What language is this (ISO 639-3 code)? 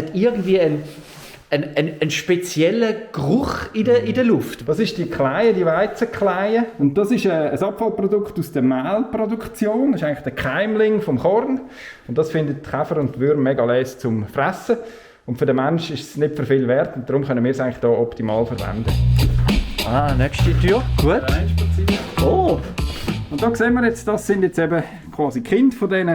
gsw